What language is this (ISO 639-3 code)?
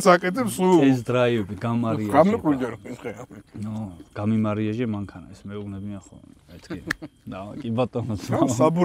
kat